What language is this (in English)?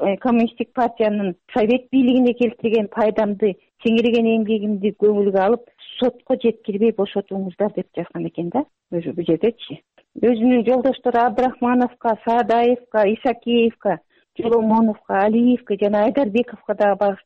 Kyrgyz